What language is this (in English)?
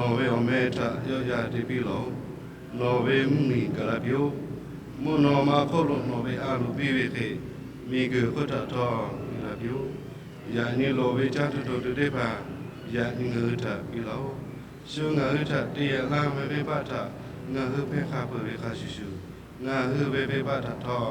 Lahu